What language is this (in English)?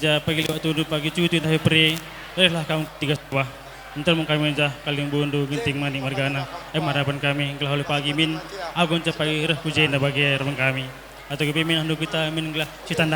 Batak Karo